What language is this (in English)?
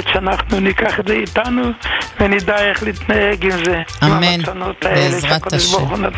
Hebrew